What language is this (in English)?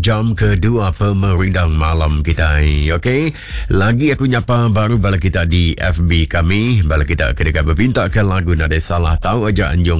Iban